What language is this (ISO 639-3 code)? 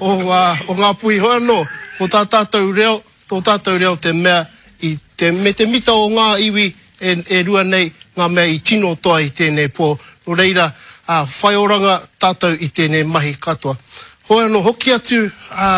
mri